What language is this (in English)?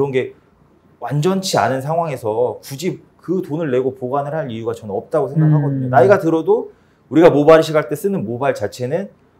Korean